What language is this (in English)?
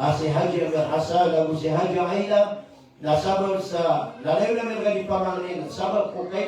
Maranao